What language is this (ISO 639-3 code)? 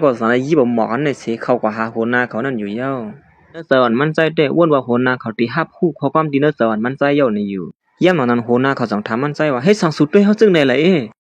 shn